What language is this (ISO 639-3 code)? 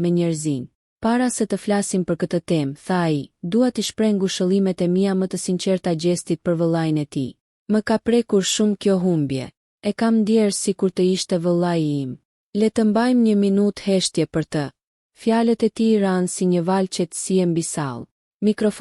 sqi